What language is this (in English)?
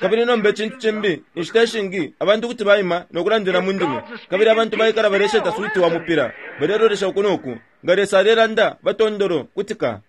Bemba